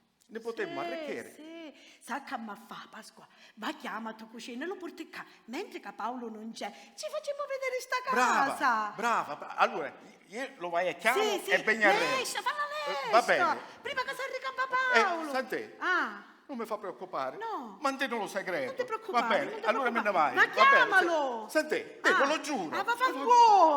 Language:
Sicilian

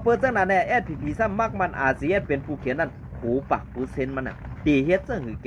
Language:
Shan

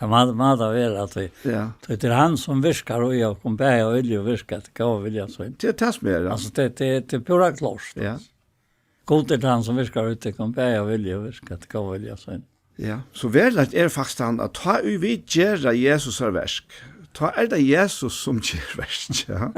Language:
Faroese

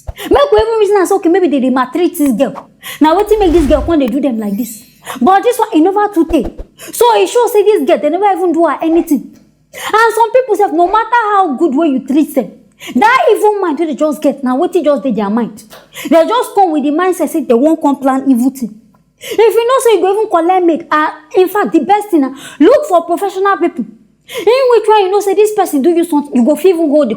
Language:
Nigerian Pidgin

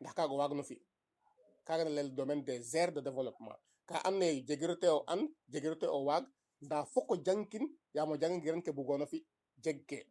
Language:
Serer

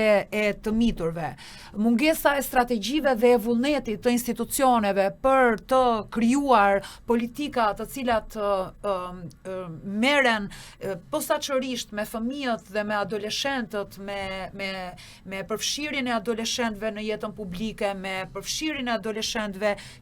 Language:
Albanian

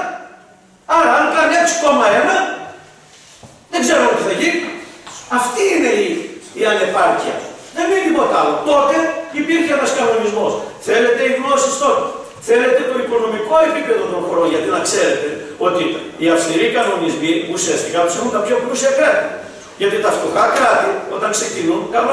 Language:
Greek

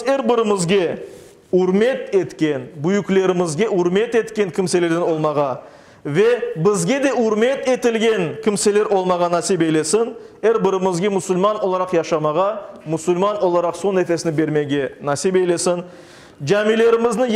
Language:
Crimean Tatar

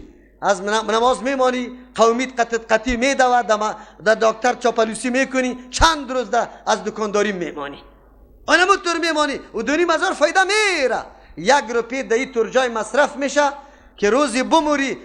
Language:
Persian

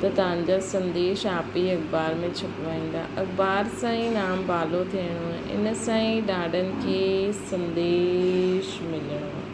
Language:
Sindhi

